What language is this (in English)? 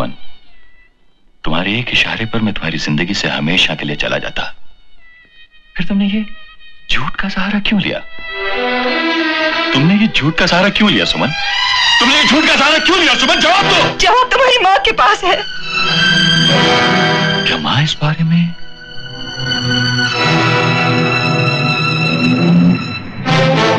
Hindi